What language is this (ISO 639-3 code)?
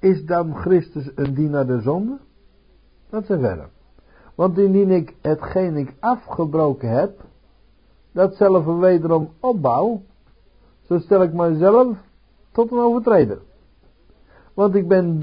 nld